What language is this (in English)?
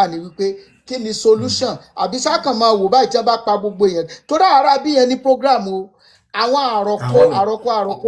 Yoruba